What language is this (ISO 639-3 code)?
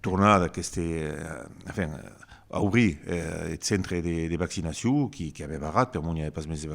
oci